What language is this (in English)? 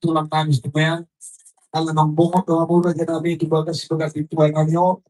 Batak Toba